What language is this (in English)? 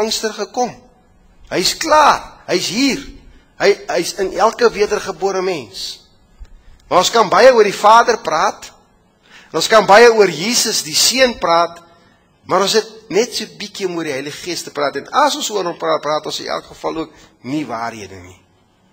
Afrikaans